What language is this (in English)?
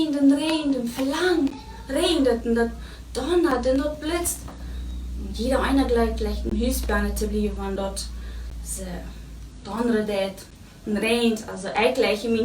Plautdietsch